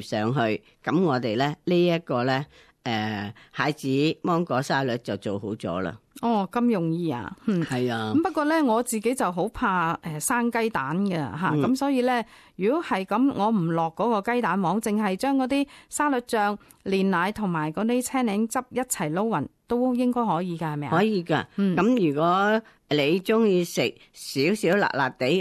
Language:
Cantonese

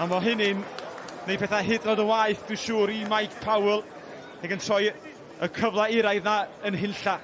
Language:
Welsh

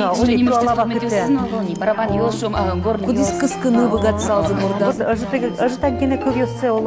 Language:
Udmurt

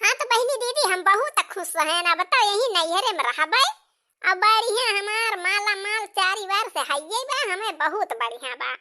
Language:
Awadhi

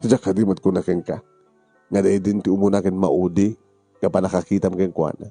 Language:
Iloko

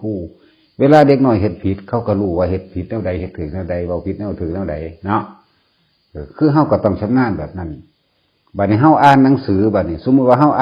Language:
Lao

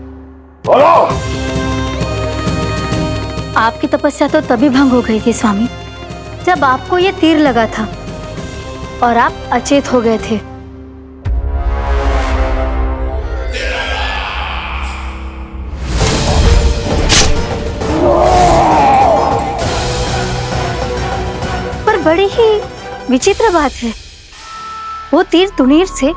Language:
Hindi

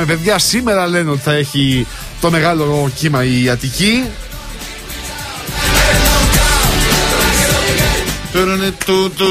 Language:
Greek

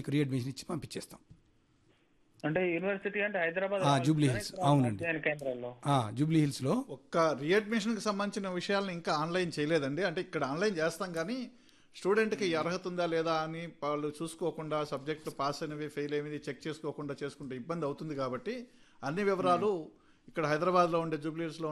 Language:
Telugu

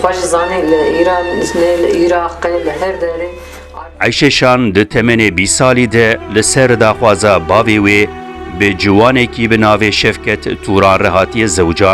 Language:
Kurdish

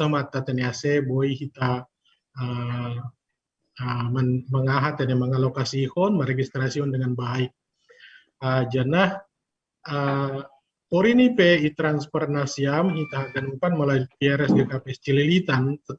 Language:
Batak Simalungun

